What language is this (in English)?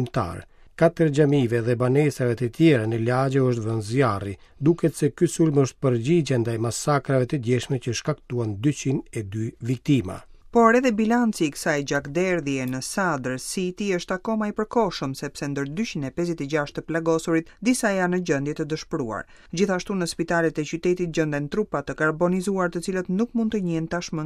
Albanian